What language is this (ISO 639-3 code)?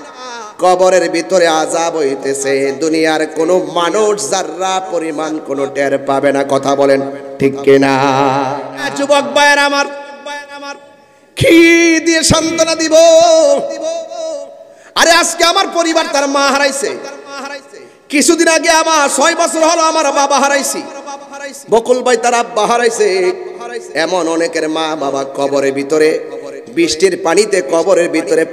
ben